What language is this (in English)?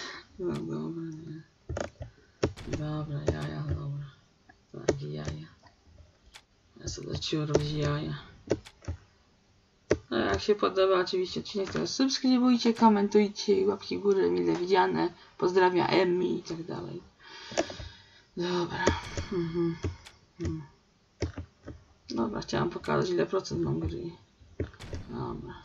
Polish